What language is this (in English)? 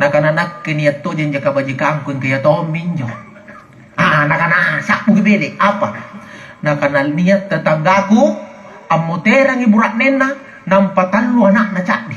Makasar